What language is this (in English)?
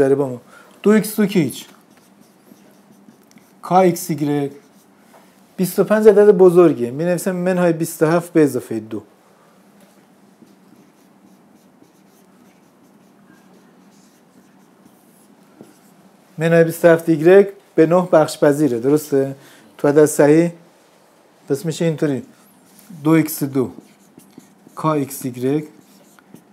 Persian